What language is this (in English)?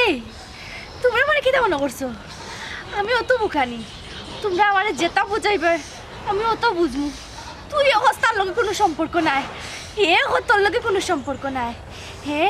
Sylheti